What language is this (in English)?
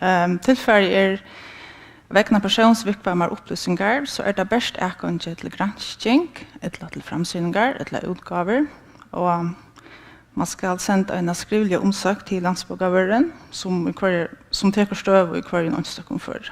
Faroese